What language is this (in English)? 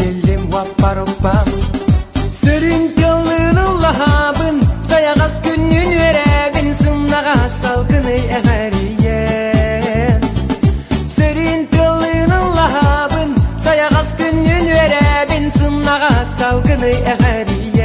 Yakut